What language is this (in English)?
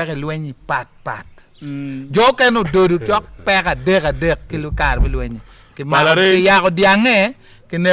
Acoli